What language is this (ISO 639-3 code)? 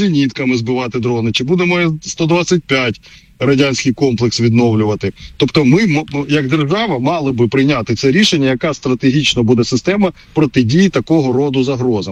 ukr